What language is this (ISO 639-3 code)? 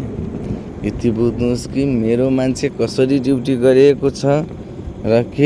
nep